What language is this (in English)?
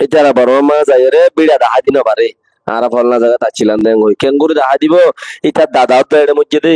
Rohingya